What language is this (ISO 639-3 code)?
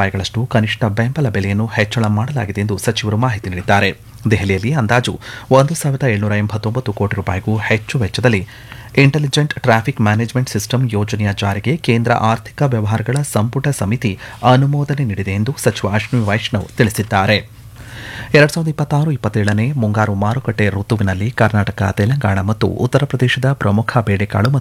kan